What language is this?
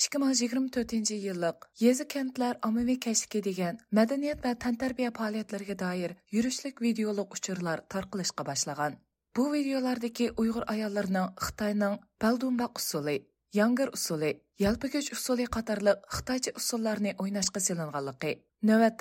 Uyghur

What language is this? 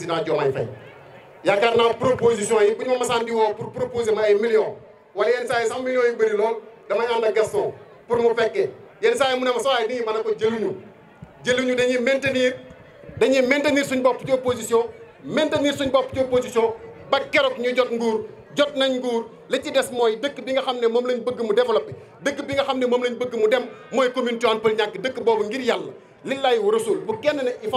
Wolof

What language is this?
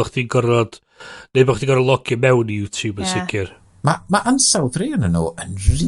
Welsh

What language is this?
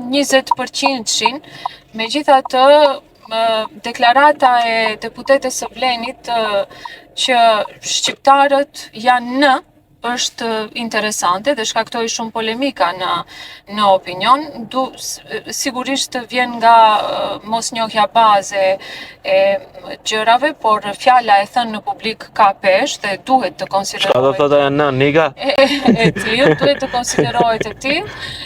Albanian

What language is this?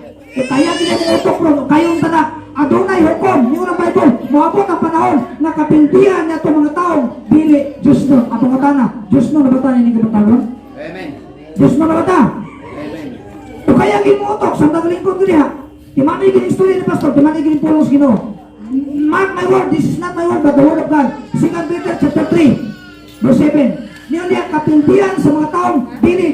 Cebuano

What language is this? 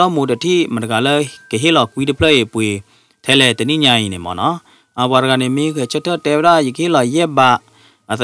S'gaw Karen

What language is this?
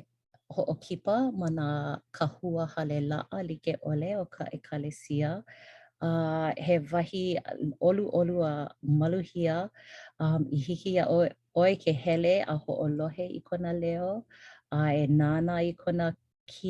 Hawaiian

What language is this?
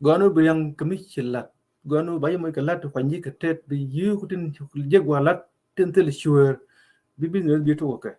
Nuer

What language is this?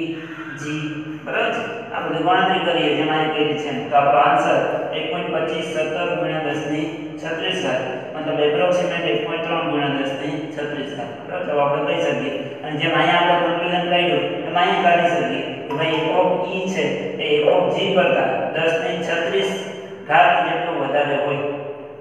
Gujarati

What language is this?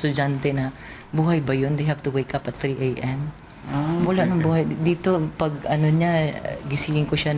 Filipino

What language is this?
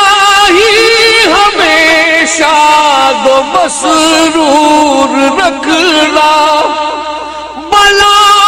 Hindi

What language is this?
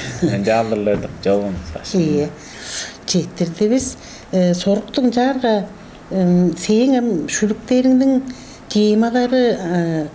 Tuvinian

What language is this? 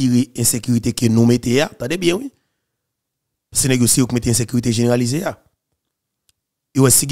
French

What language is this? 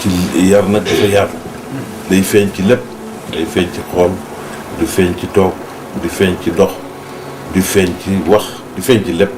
Wolof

